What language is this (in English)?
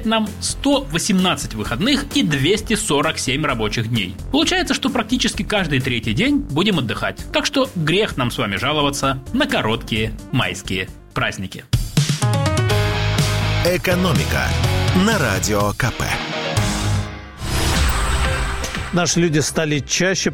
Russian